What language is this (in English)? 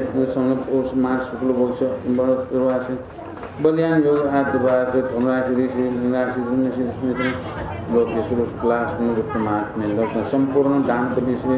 Newari